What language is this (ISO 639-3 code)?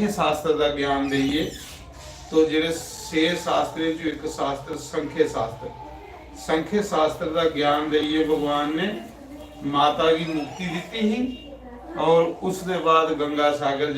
doi